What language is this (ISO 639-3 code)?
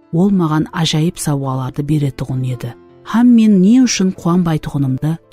kaa